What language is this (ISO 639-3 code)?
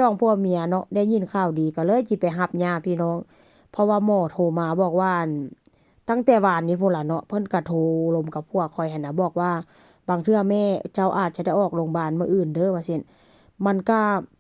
tts